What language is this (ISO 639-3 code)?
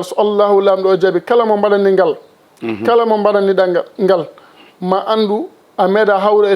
ful